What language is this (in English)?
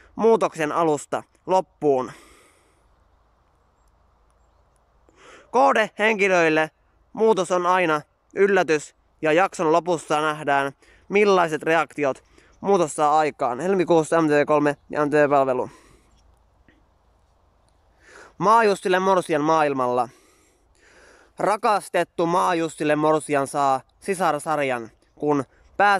Finnish